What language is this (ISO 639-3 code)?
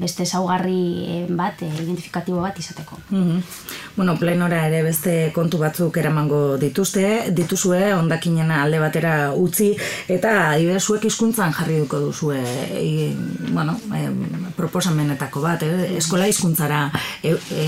eus